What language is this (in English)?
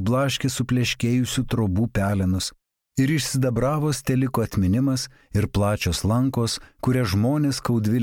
Lithuanian